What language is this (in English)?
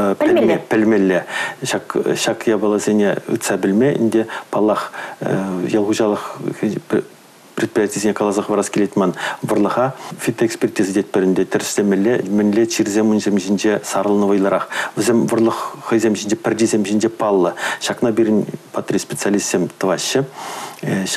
Chuvash